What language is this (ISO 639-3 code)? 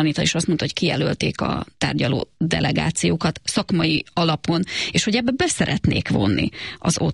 hun